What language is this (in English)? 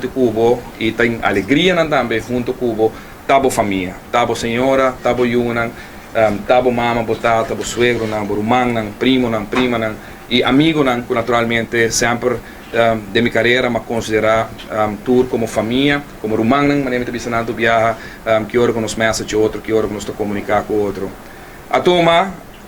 Papiamento